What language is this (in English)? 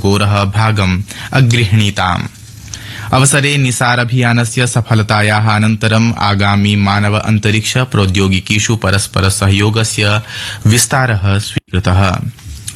Sanskrit